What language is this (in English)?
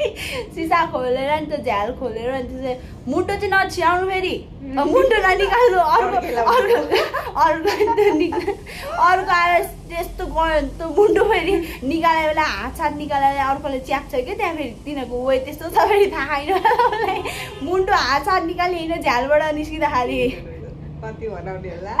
Nepali